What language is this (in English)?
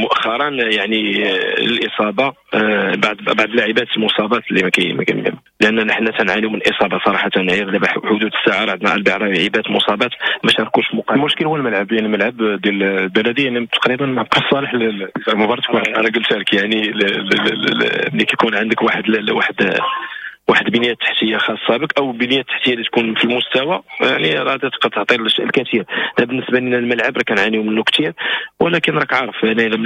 Moroccan Arabic